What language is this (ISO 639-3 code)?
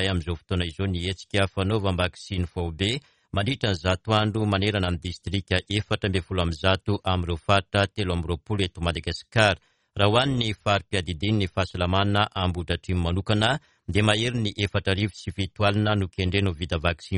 mlg